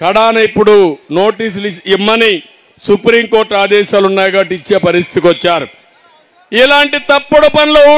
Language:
Telugu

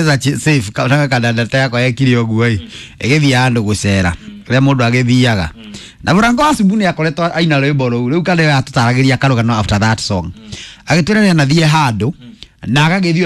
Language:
Kikuyu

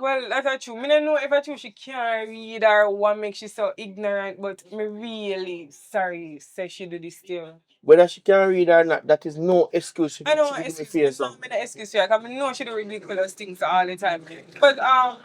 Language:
Jamaican Creole English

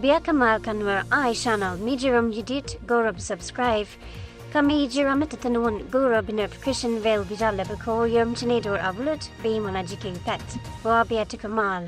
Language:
Nuer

